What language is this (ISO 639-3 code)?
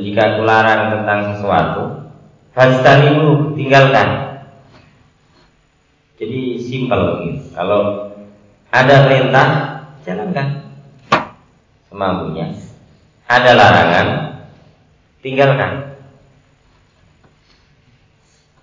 ind